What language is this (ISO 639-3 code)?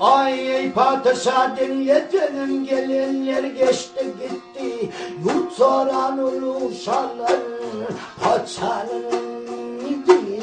tuk